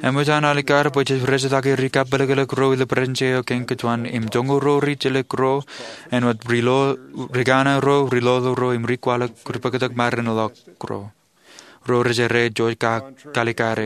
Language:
Marshallese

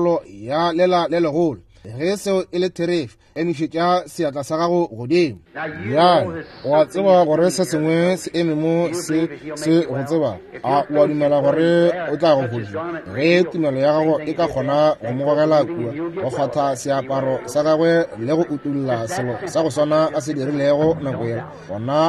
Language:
Northern Sotho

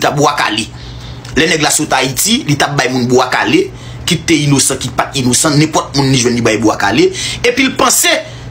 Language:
Haitian Creole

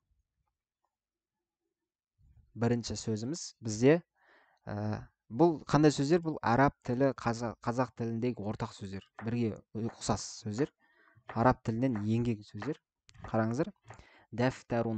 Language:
Kazakh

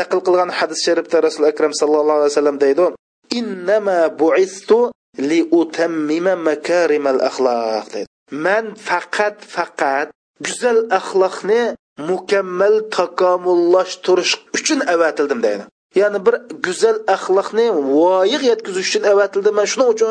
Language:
Uyghur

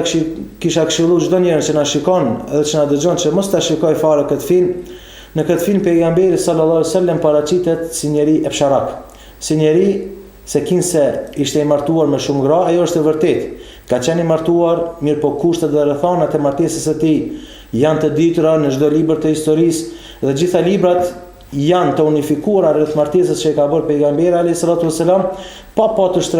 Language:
Albanian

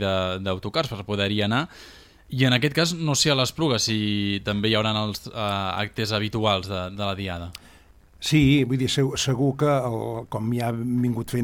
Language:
Catalan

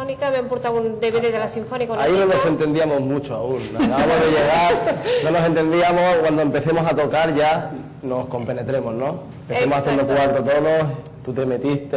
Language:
Catalan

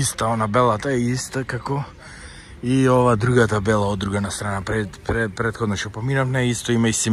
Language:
Macedonian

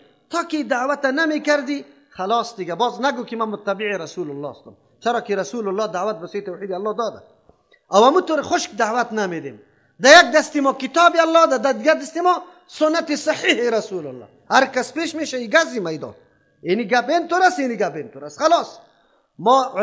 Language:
Persian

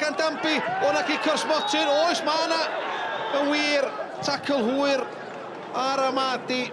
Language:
Welsh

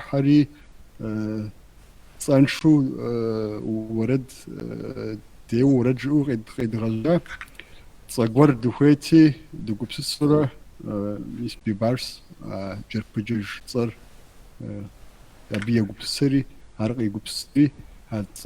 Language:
Kabardian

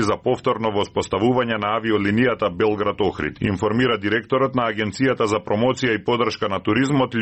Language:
Macedonian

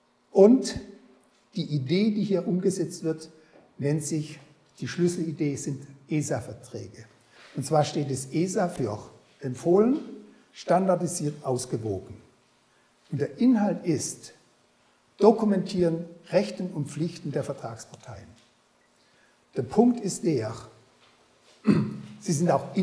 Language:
German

